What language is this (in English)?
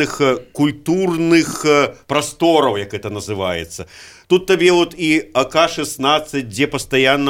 Belarusian